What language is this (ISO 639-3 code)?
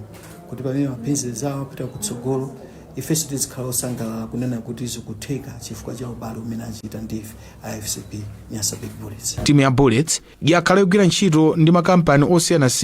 nya